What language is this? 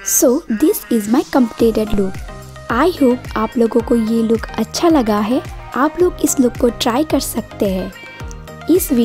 Hindi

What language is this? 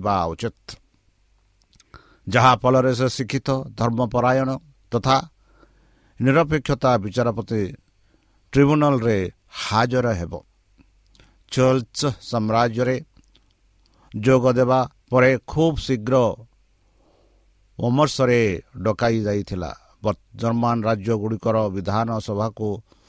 Odia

